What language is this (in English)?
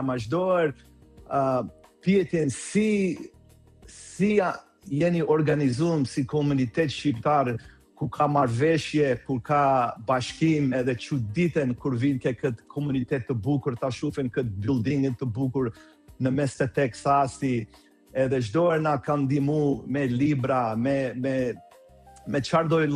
Albanian